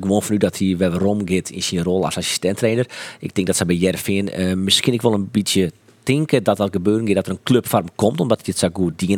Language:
Western Frisian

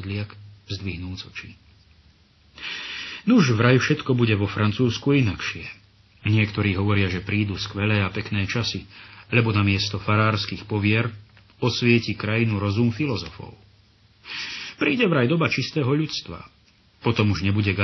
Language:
Slovak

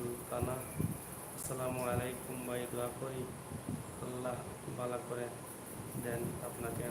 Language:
Sylheti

